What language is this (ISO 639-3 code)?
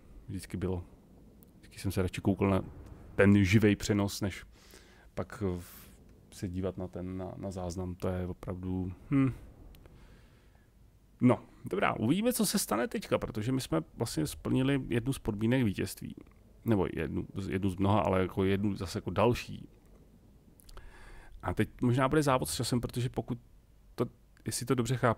ces